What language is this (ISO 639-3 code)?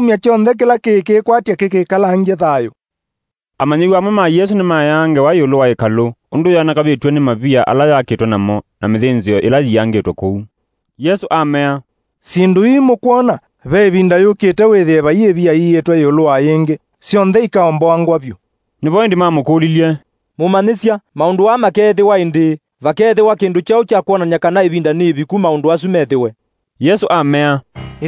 kam